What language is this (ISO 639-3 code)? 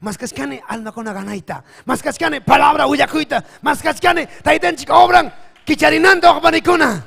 quy